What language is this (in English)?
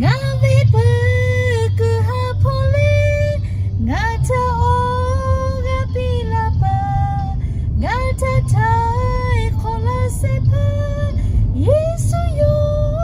Lahu